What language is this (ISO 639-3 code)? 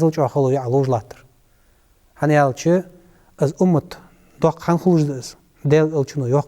inh